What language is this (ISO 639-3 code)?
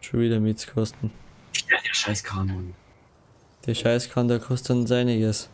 bar